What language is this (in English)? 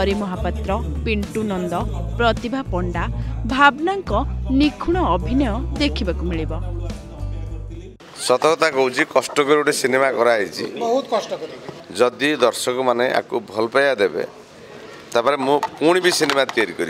Odia